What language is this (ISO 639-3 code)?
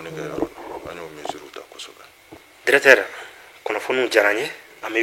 bam